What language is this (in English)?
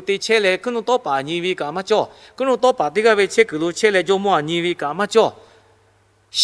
Lahu